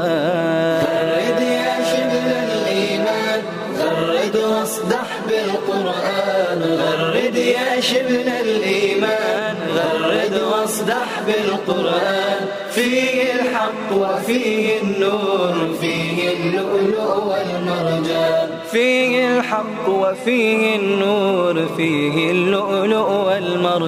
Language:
Bosnian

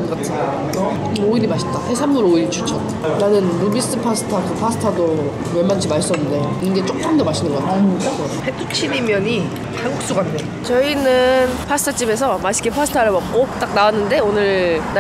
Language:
Korean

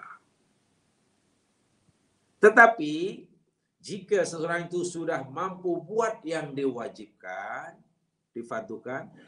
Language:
Malay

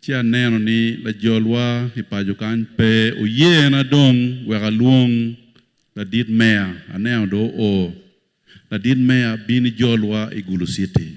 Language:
Acoli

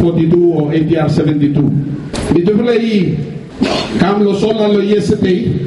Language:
Bislama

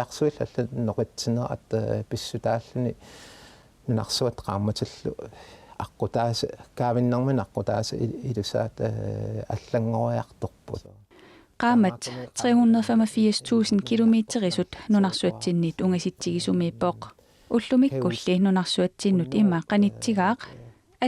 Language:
Kalaallisut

